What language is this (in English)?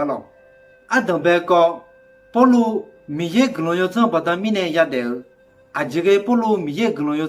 Akha